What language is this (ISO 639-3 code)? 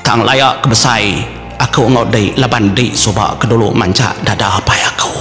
iba